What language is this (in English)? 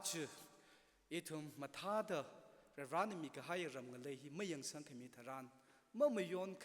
Tangkhul Naga (India)